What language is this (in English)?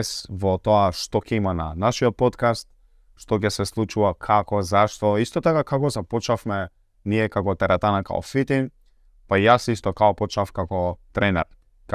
Macedonian